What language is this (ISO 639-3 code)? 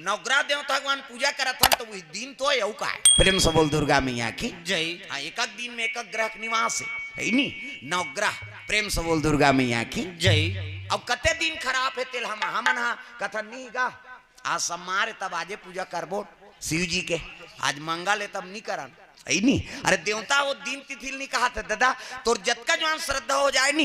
hne